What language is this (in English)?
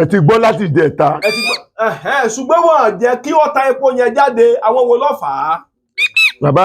Yoruba